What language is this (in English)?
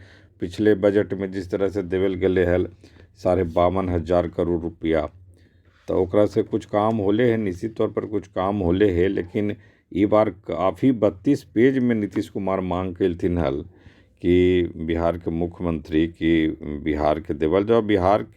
Magahi